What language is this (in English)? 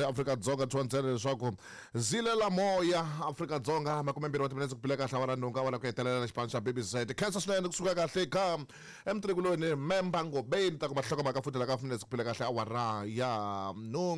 Tsonga